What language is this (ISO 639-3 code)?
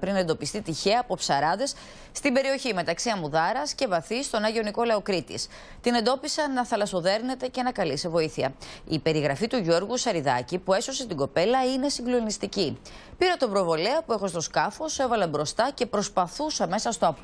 ell